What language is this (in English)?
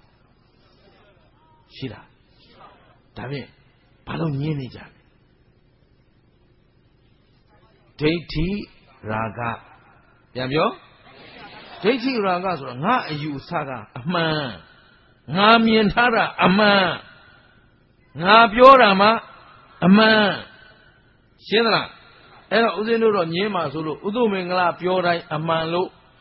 Burmese